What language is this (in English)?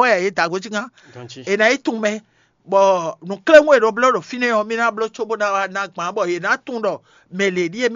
Fon